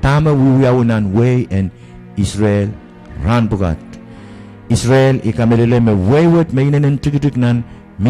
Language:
Pohnpeian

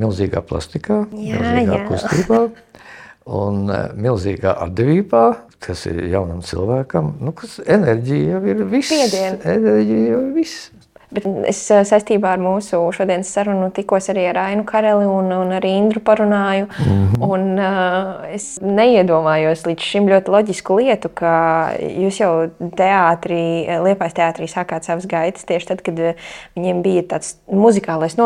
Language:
Latvian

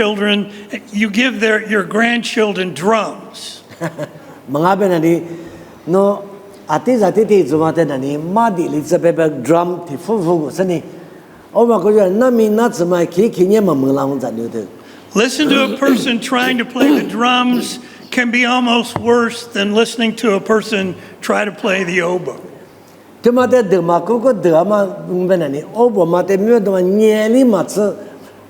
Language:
Lisu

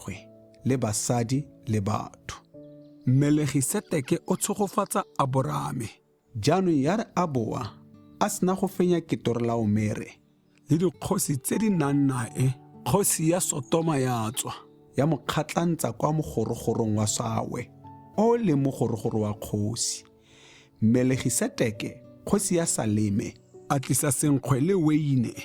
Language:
Tswana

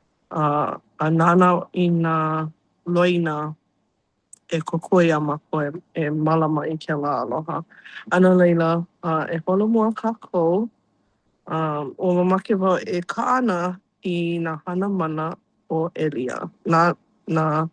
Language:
Hawaiian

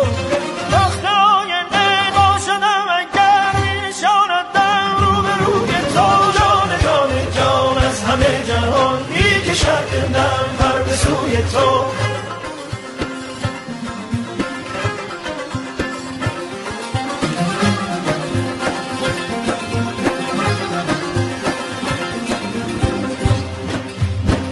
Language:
Persian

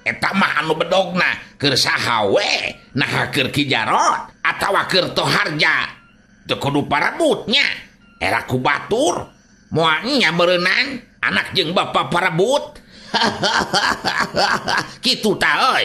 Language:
Sundanese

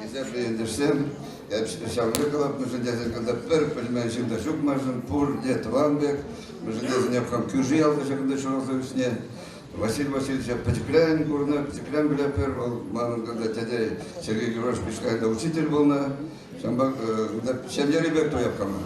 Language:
Chuvash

